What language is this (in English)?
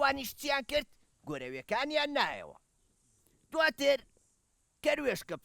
Central Kurdish